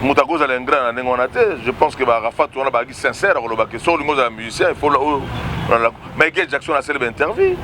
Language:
Lingala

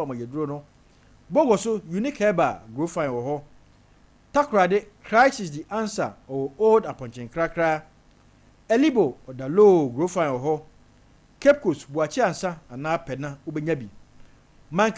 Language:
Akan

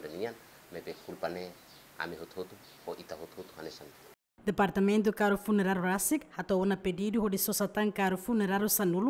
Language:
Tetum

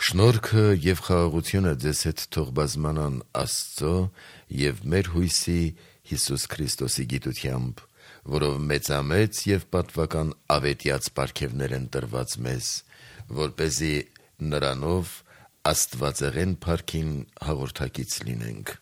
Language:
Armenian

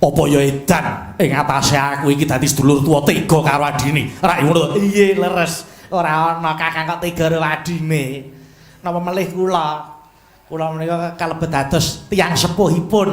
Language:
Javanese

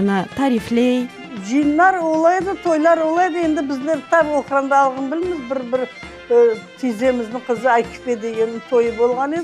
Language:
Crimean Tatar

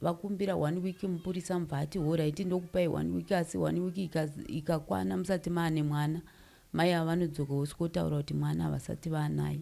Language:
Shona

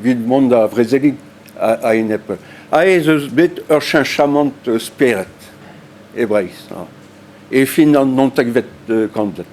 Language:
Breton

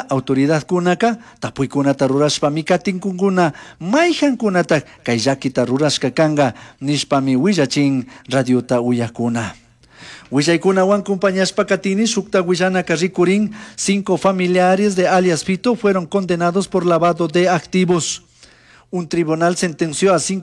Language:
Chimborazo Highland Quichua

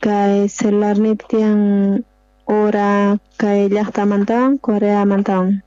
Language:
South Bolivian Quechua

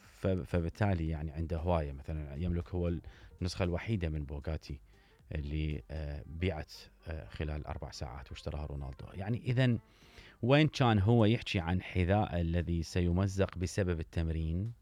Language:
Mesopotamian Arabic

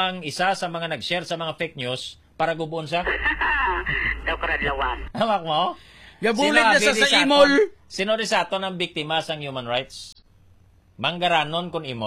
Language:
Hiligaynon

